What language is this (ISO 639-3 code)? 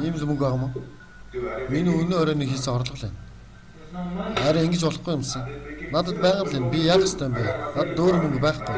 mon